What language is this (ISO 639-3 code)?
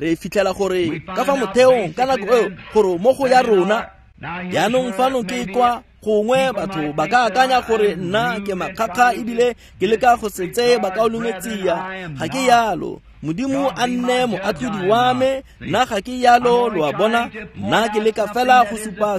tsn